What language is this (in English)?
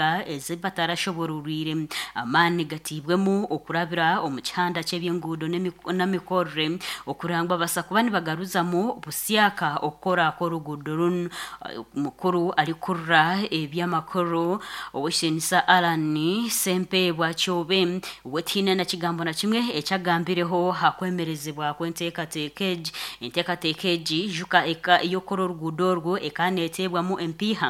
Nyankole